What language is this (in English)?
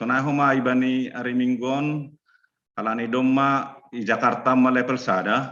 Batak Simalungun